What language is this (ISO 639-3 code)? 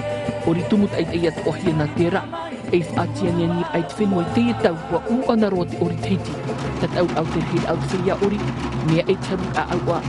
tah